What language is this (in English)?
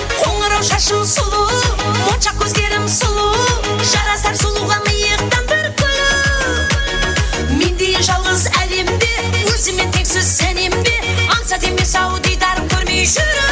Kara-Kalpak